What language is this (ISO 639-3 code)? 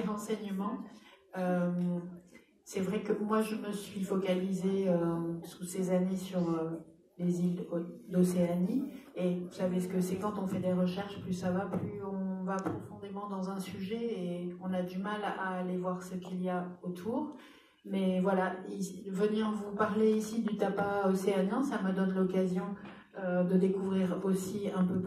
fra